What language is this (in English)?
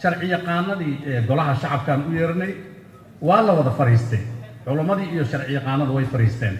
Somali